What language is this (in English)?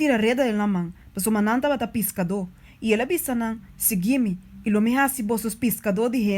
Papiamento